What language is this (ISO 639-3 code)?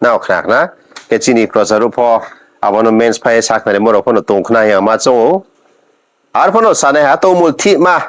ria